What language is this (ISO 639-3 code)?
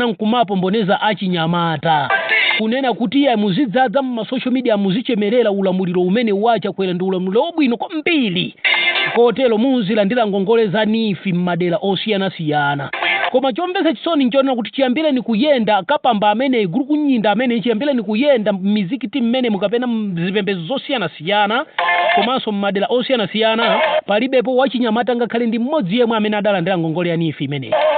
nya